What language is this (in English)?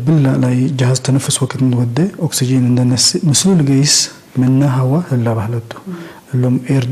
Tigre